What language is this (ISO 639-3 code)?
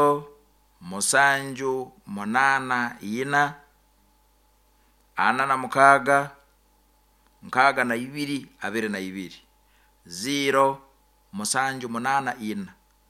nyo